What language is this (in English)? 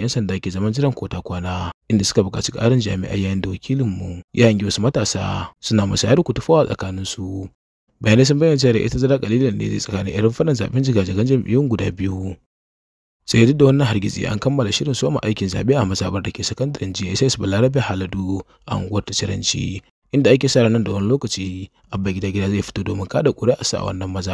Hausa